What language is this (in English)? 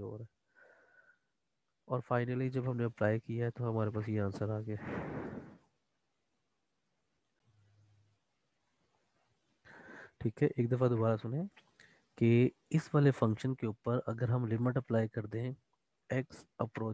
Hindi